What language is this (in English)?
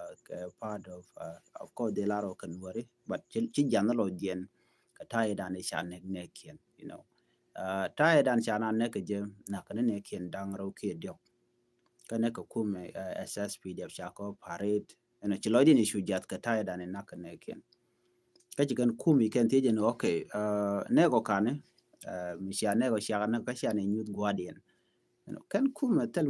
Nuer